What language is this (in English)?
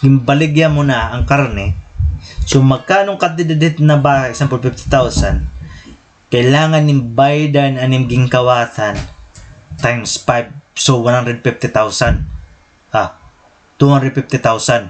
Waray